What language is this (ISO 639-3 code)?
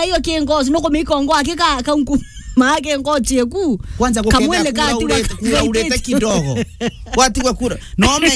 mer